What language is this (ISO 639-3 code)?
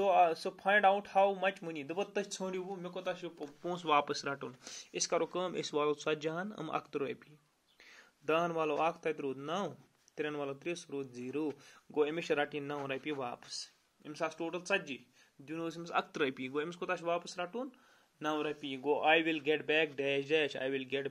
kas